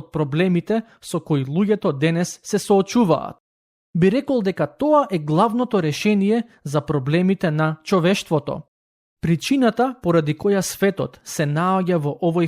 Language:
Macedonian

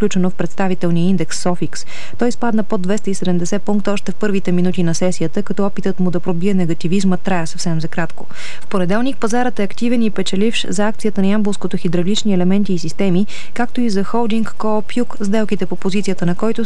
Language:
Bulgarian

